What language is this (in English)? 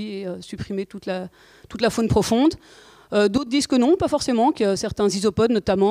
French